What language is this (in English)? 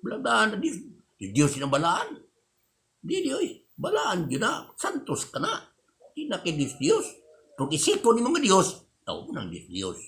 Cebuano